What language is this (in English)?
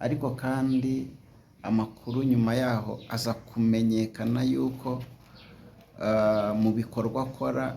Kinyarwanda